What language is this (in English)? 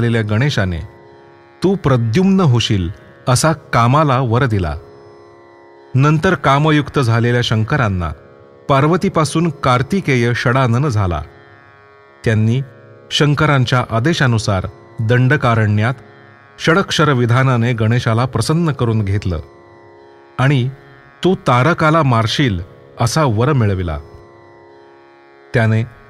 Marathi